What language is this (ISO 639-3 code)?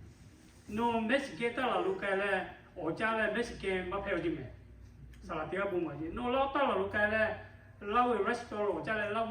lhu